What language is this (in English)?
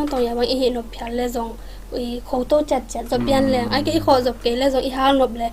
Tedim Chin